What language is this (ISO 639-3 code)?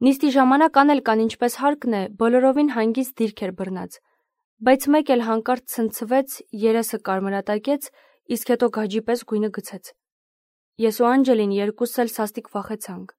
hye